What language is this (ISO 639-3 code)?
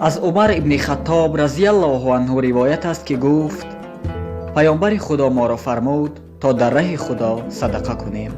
tgk